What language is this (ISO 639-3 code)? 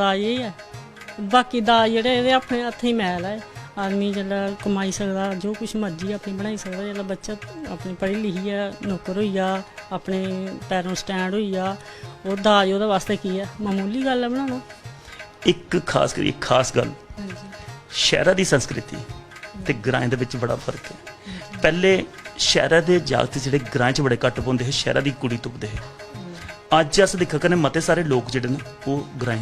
doi